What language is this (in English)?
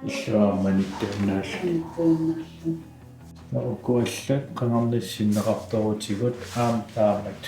Kalaallisut